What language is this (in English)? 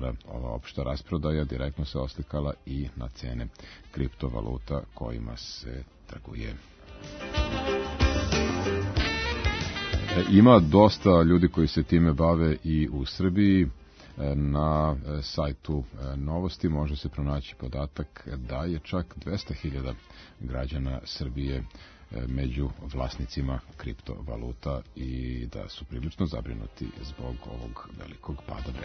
Serbian